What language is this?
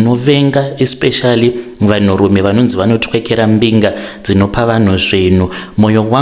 Shona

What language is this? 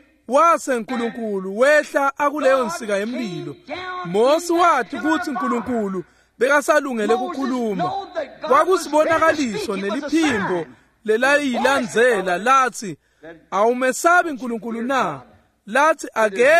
Swati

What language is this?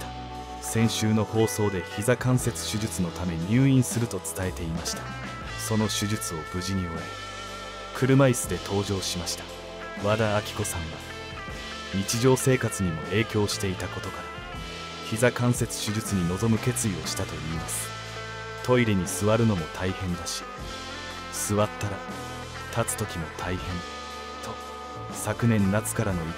Japanese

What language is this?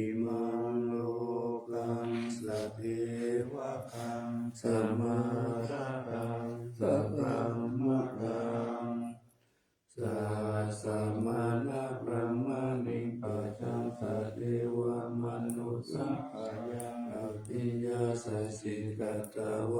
Pali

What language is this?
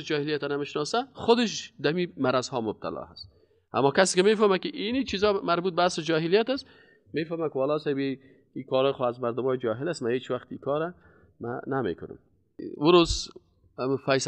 Persian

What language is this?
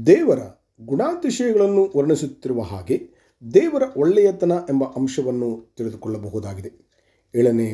Kannada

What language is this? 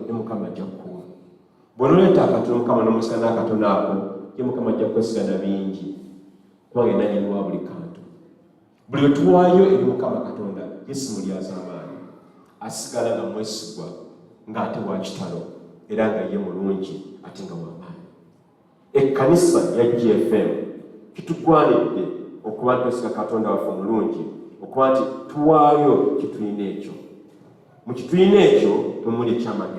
Ganda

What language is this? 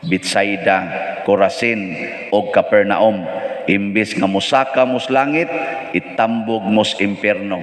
Cebuano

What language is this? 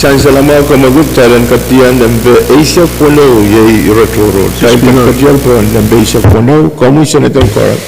Pohnpeian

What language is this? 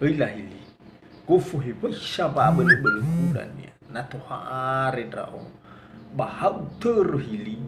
Nias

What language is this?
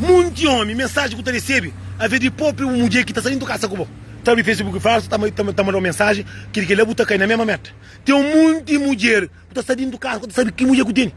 Kabuverdianu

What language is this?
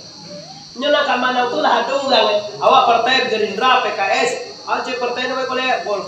Minangkabau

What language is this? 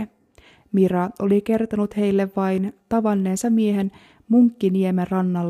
Finnish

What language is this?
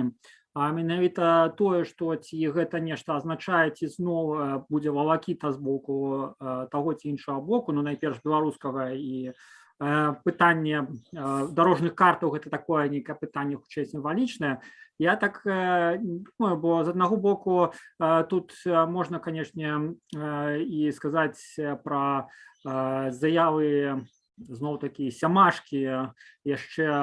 Belarusian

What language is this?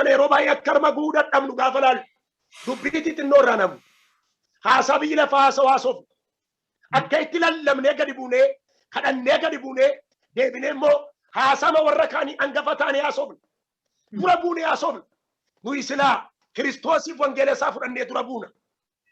Oromo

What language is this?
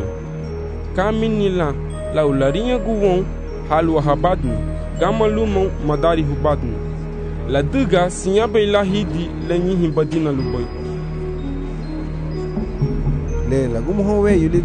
Garifuna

